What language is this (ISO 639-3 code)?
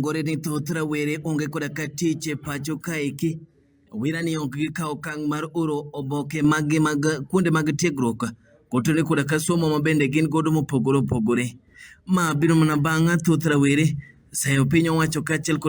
luo